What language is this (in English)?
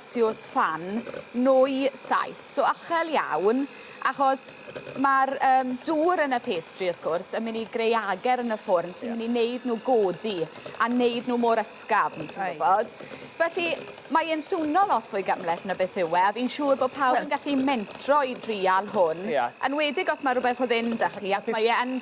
Welsh